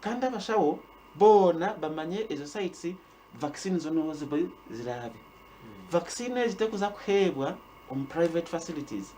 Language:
Nyankole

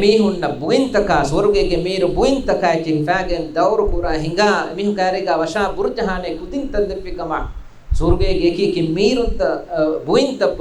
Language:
Divehi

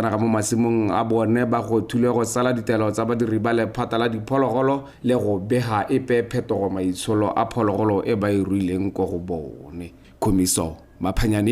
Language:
Tswana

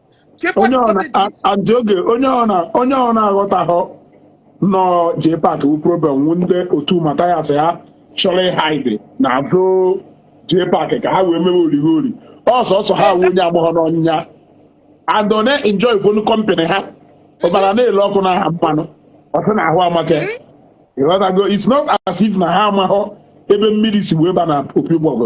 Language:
Igbo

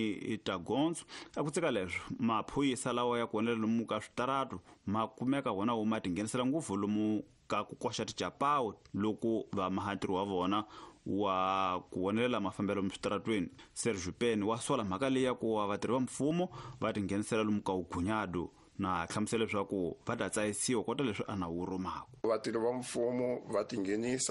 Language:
Tsonga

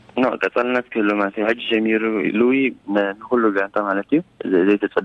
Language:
Tigrinya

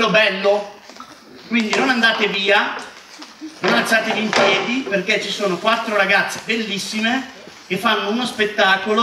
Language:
Italian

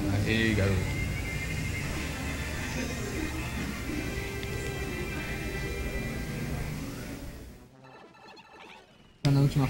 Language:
Portuguese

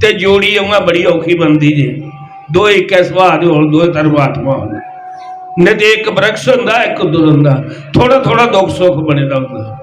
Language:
Dogri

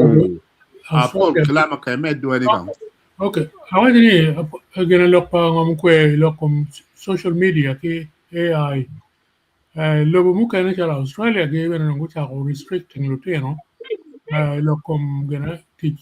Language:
Acoli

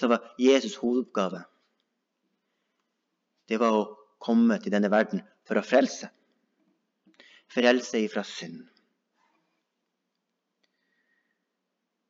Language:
Norwegian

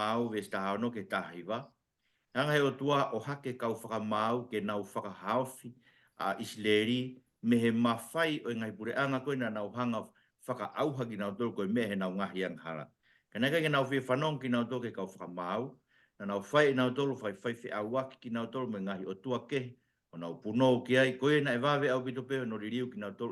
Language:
Tongan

